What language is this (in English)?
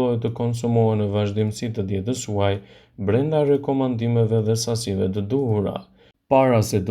Albanian